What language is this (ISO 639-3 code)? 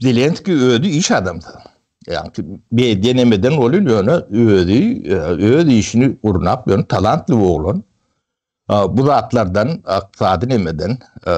tuk